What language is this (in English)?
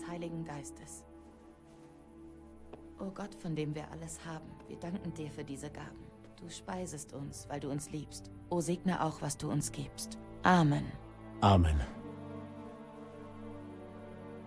German